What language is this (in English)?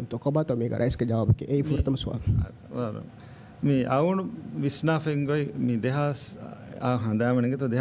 Divehi